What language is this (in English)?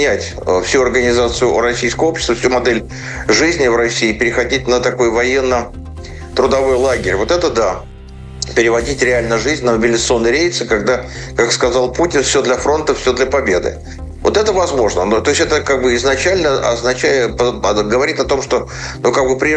Russian